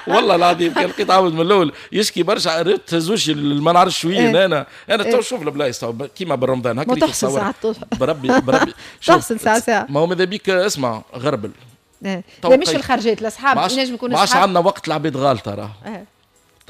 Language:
Tunisian Arabic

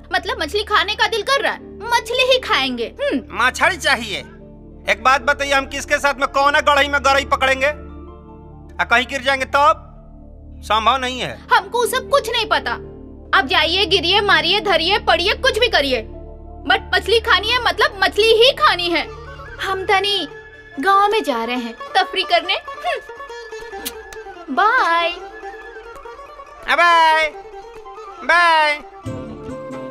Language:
Bhojpuri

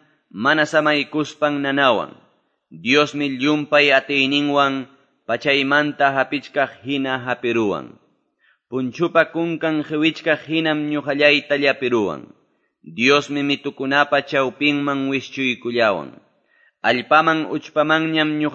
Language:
Quechua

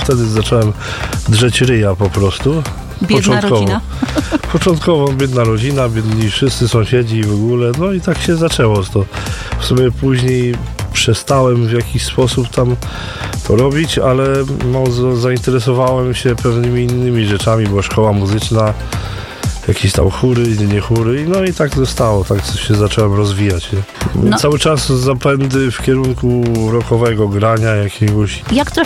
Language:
Polish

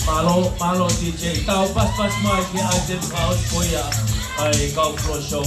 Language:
Tongan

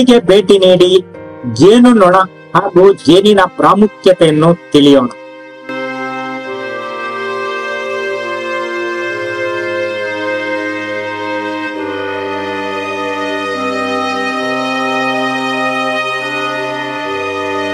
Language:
Kannada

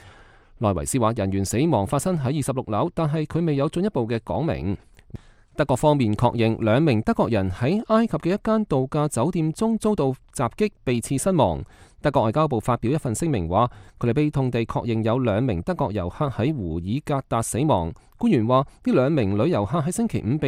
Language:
Cantonese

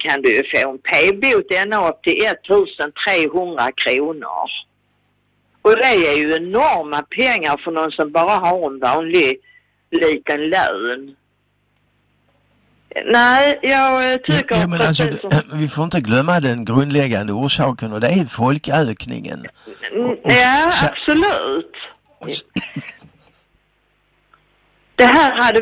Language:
Swedish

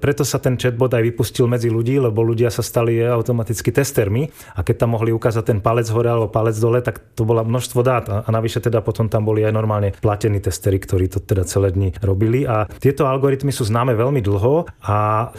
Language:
Slovak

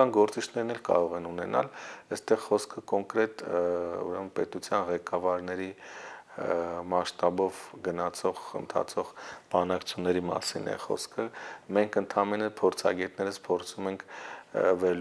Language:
Armenian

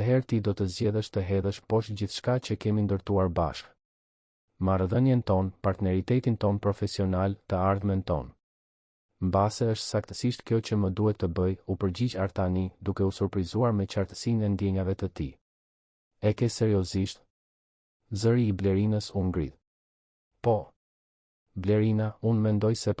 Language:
Albanian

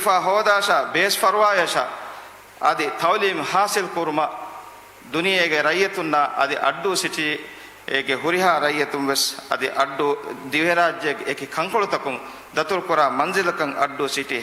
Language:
Divehi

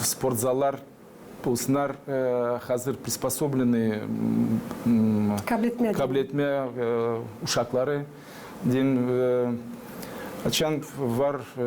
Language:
Gagauz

